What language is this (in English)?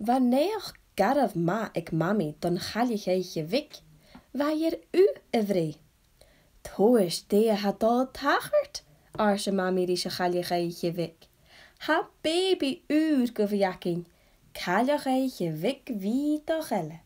Scottish Gaelic